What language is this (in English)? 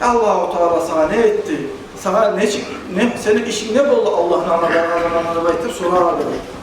Kumyk